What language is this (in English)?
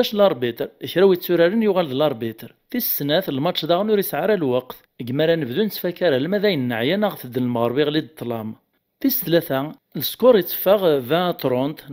Kabyle